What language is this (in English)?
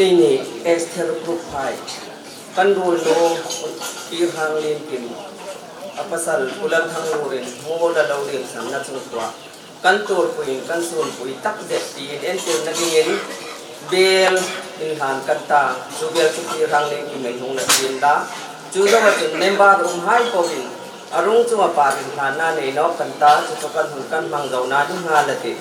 Hmar